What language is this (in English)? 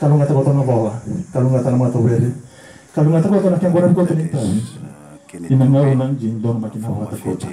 Fijian